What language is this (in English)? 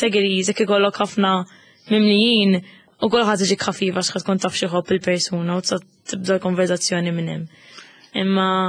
Maltese